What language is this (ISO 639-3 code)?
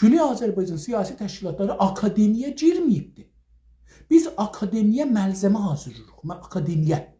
azb